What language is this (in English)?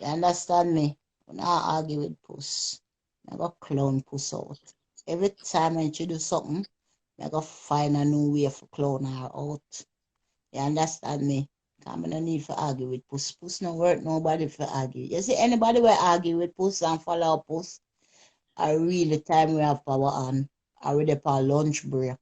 Jamaican Creole English